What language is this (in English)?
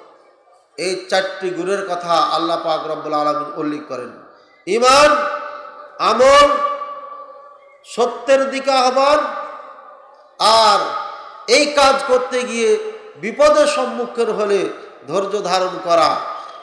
Bangla